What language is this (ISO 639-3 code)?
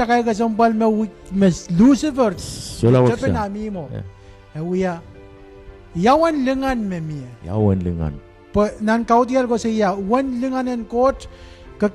pon